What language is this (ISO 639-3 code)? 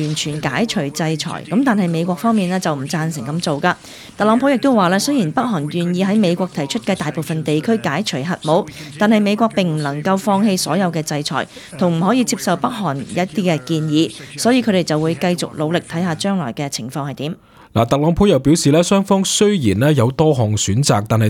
yue